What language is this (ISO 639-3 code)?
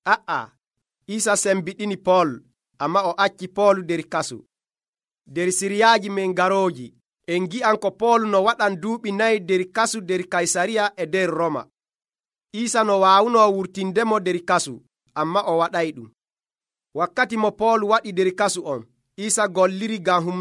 fuv